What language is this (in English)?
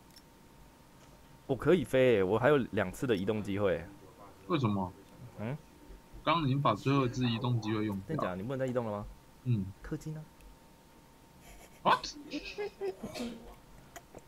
Chinese